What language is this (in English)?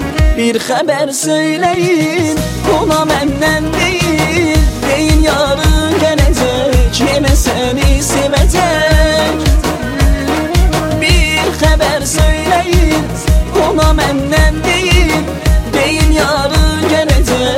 Turkish